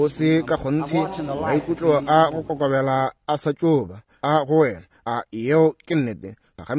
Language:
Northern Sotho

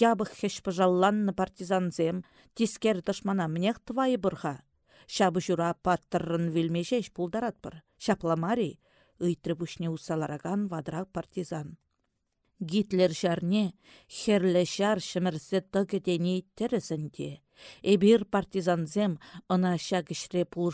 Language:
Chuvash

